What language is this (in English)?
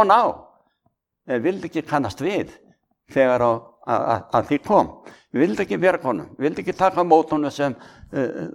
Icelandic